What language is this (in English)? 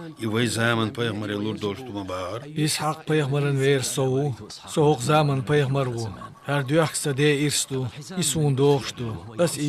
Chechen